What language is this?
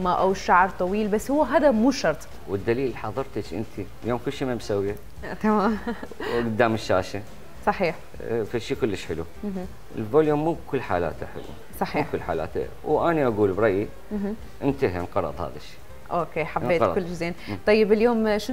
Mesopotamian Arabic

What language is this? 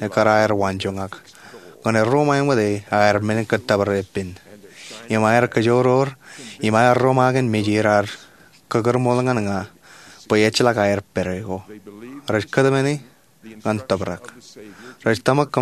Marshallese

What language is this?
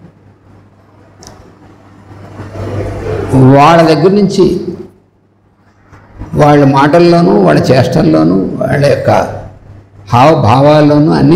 Telugu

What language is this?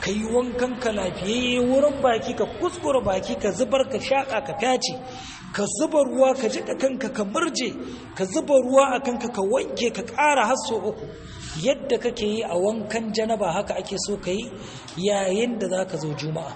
Hausa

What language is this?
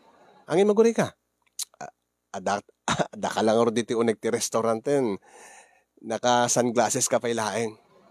Iloko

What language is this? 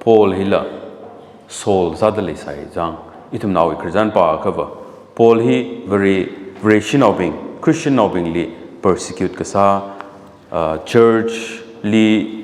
Tangkhul Naga (India)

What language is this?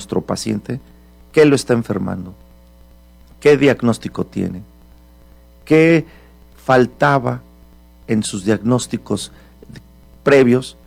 Spanish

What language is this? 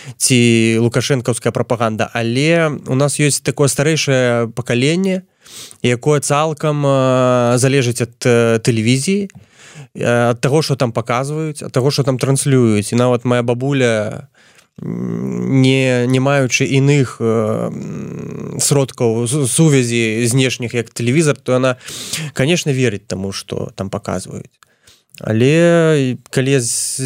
Belarusian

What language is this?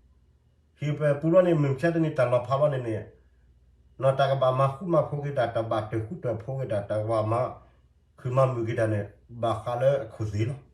S'gaw Karen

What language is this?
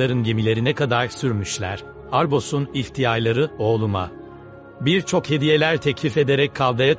Turkish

